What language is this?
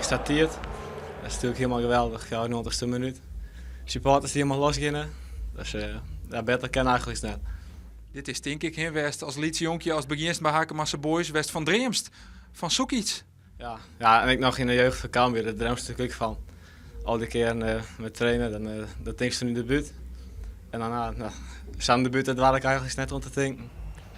Western Frisian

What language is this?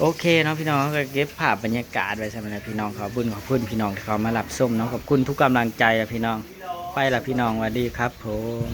Northeastern Thai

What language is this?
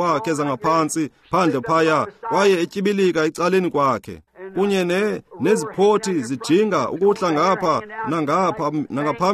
Xhosa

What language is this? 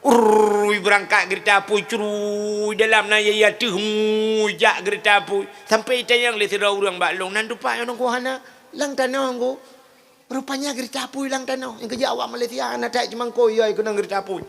Achinese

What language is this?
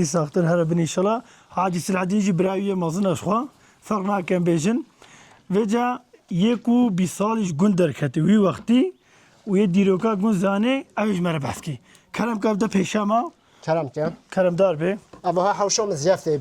Kurdish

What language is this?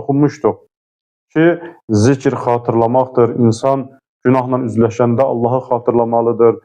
Azerbaijani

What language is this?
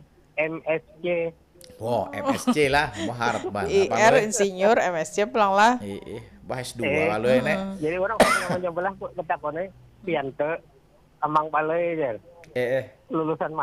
Banjar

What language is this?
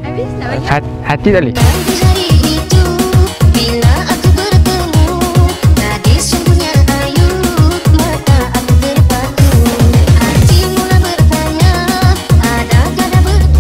Malay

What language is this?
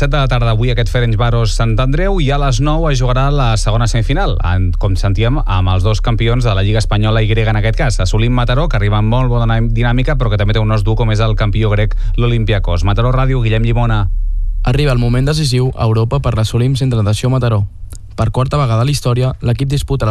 Catalan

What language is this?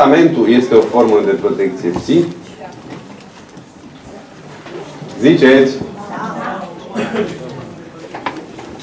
Romanian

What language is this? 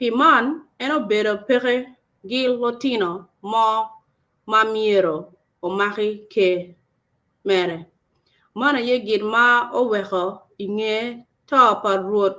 Acoli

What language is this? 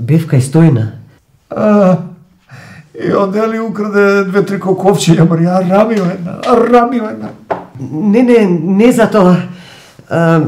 Macedonian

